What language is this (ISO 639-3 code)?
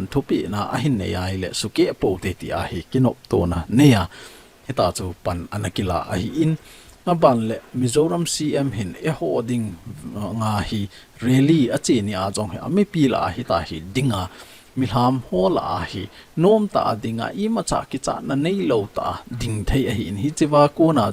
tcz